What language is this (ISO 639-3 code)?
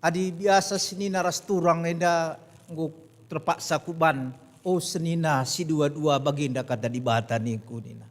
btx